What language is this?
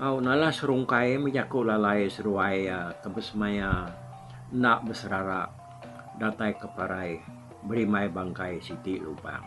Iban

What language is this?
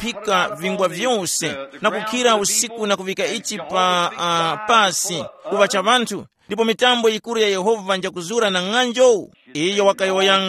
Tumbuka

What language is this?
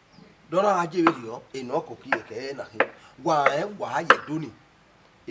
Bini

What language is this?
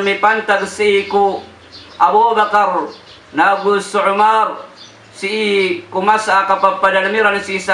Maranao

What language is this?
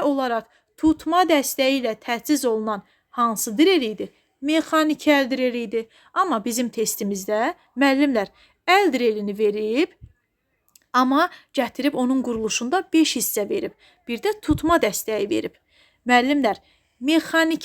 Azerbaijani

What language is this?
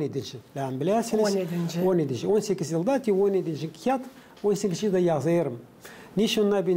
Gagauz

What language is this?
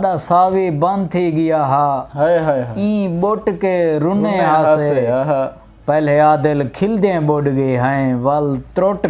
Saraiki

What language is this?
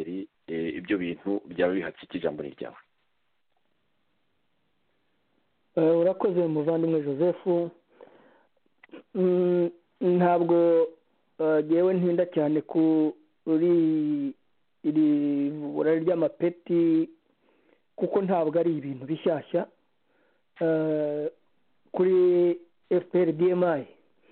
Kinyarwanda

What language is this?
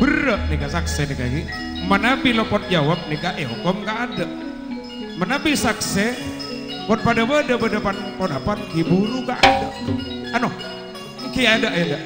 Madurese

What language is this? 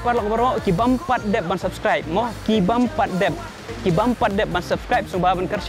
Khasi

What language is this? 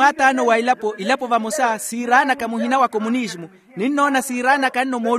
Makhuwa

